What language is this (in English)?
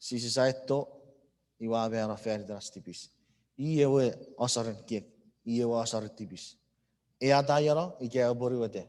Chuukese